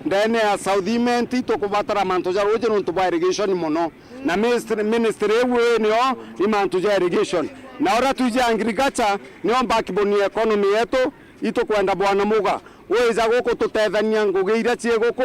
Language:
Meru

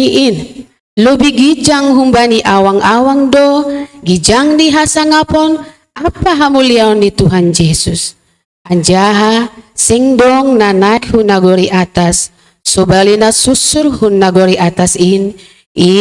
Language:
Batak Simalungun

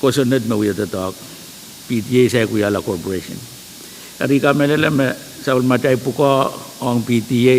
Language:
Pohnpeian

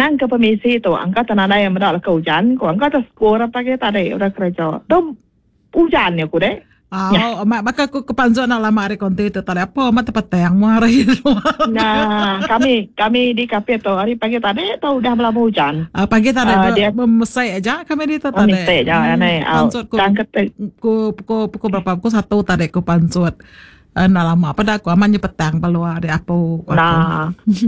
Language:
Iban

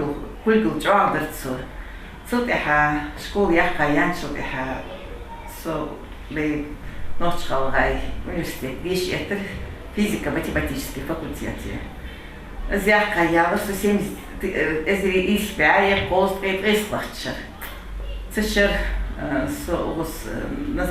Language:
Ingush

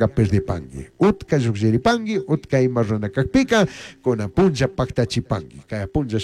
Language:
Chimborazo Highland Quichua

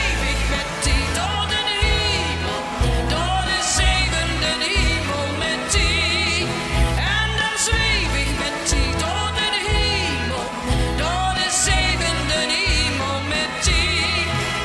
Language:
Limburgish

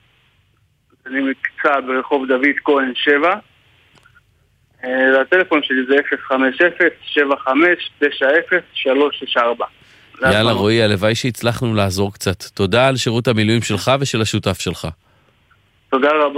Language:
Hebrew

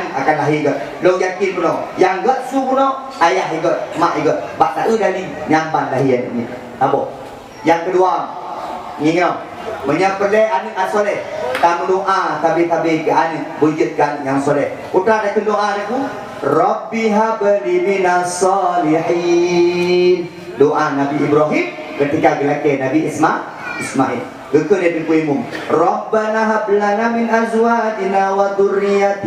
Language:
Achinese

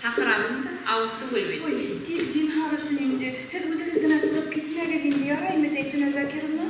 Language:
Bashkir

